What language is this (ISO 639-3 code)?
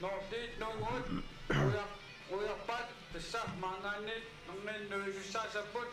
kal